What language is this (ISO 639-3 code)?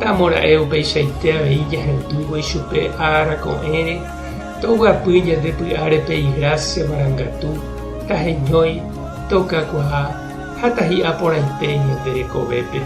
grn